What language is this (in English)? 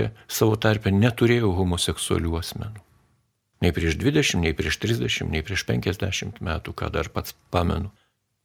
Lithuanian